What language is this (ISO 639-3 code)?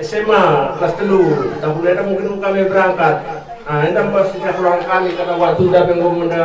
btx